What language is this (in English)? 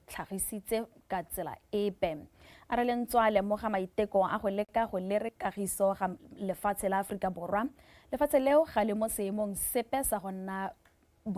Tswana